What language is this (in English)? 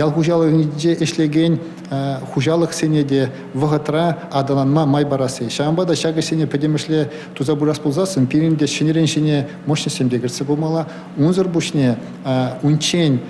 Chuvash